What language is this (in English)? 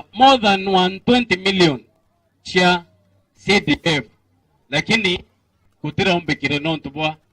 Meru